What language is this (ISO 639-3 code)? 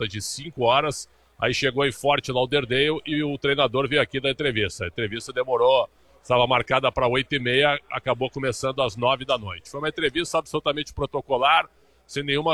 por